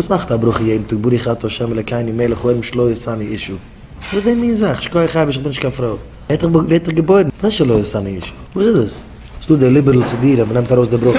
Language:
Yiddish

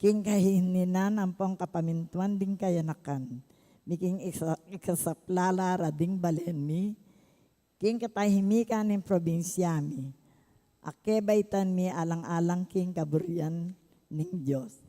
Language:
Pampanga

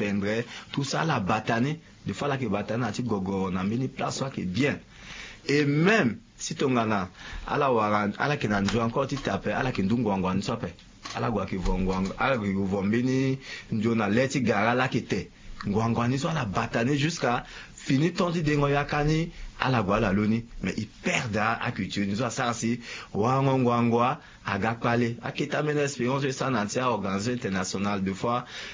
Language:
Sango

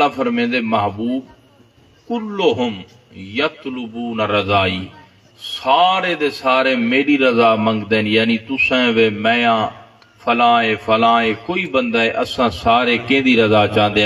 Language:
Saraiki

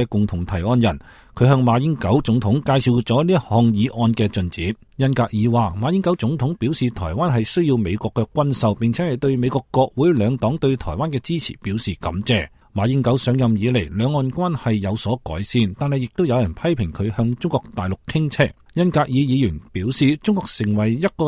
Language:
Cantonese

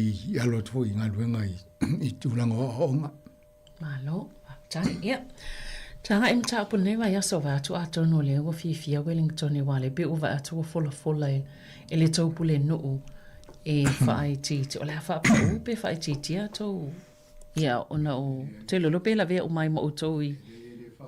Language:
Samoan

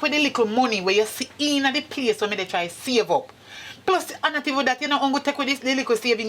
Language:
Jamaican Creole English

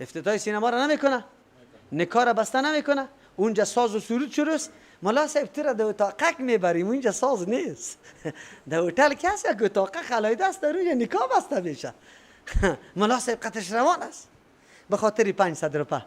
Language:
Persian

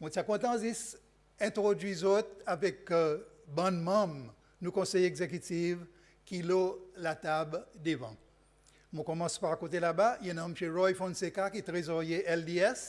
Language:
Seselwa Creole French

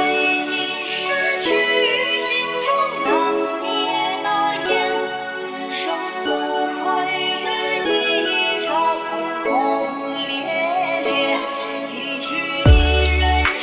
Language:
Chinese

